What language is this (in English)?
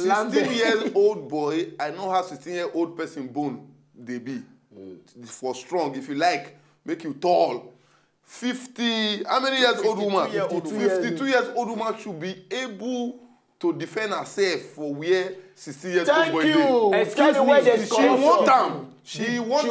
Nigerian Pidgin